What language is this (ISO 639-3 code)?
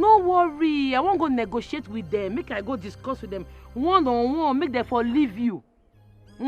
pcm